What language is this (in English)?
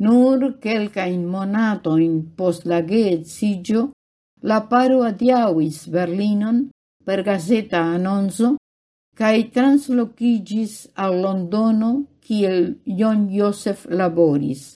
Esperanto